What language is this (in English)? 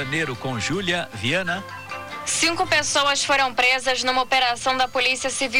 Portuguese